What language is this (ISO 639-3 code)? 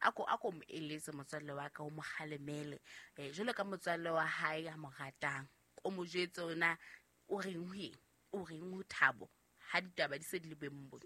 sot